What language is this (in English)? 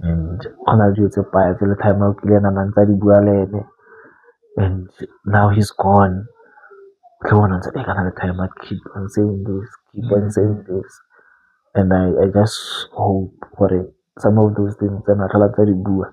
Tswana